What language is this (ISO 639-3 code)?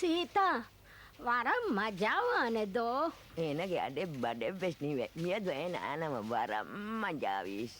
div